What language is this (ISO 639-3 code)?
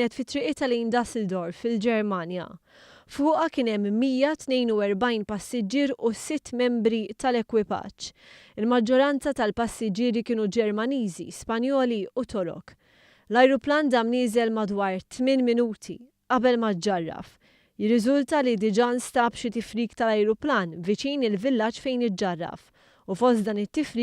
mlt